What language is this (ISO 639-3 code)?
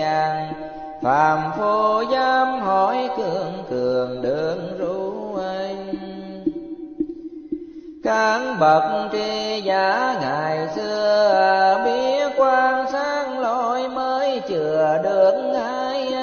vie